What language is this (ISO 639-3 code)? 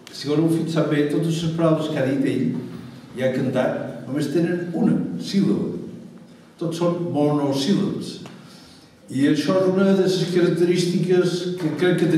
cat